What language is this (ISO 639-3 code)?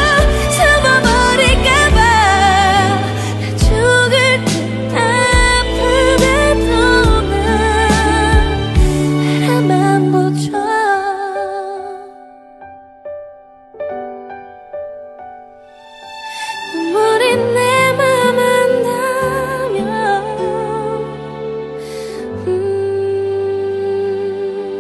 kor